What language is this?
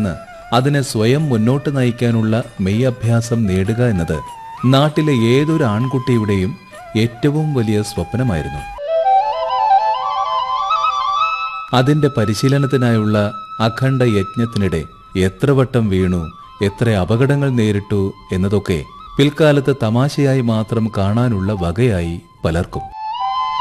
Malayalam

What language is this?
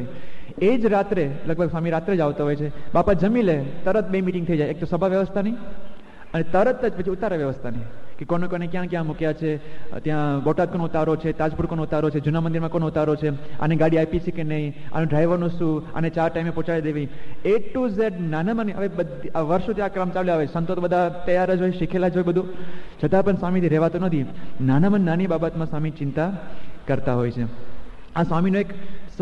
Gujarati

